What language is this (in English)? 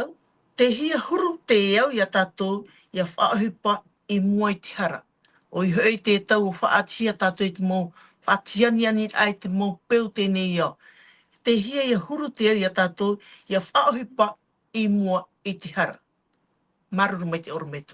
Tahitian